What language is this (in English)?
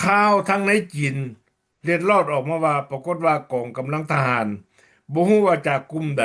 Lao